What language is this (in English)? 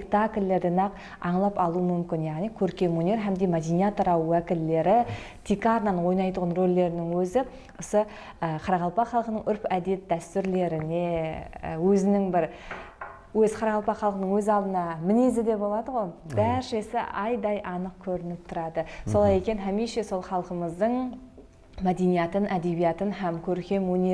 Kara-Kalpak